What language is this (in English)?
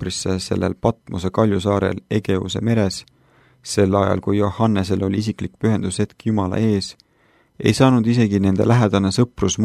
Estonian